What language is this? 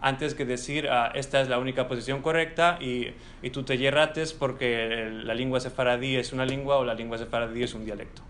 Ladino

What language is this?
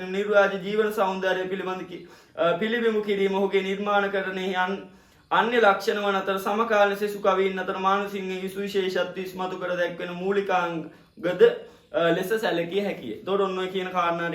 Sinhala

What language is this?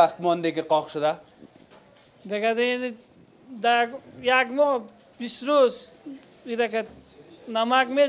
Persian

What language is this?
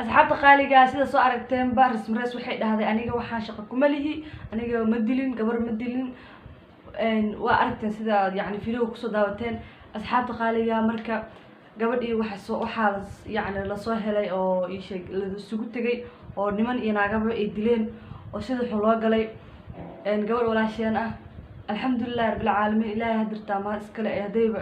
Somali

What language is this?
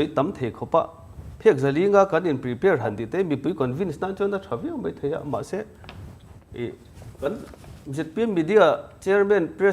Mizo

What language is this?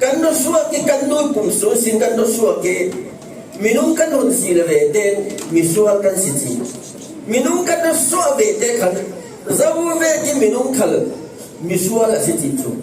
Falam Chin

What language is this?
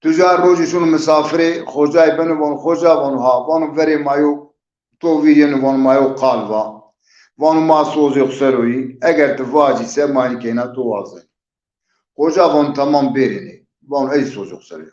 Zaza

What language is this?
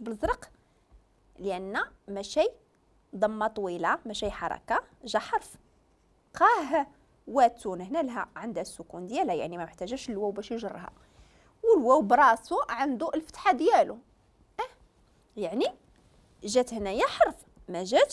Moroccan Arabic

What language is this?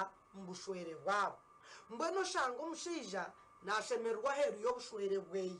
Nyankole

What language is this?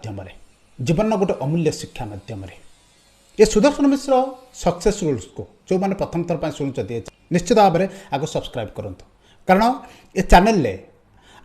Odia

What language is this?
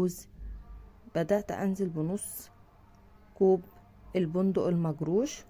Egyptian Arabic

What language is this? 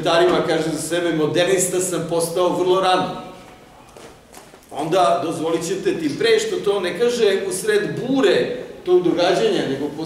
Serbian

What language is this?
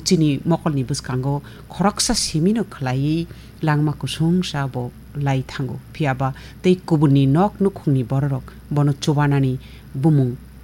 Kok Borok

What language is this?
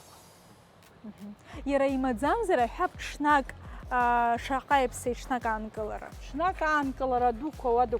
Abkhazian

